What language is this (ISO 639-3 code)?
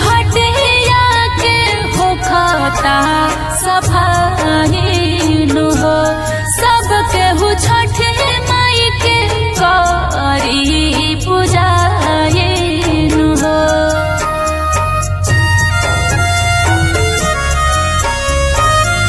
bho